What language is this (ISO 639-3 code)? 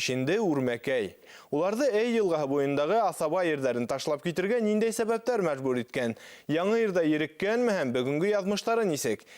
bak